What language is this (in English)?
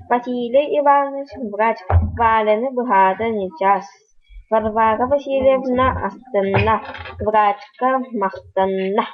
Yakut